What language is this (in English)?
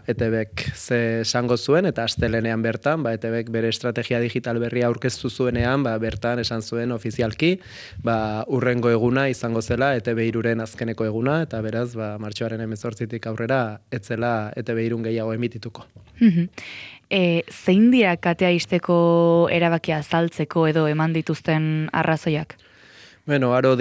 Basque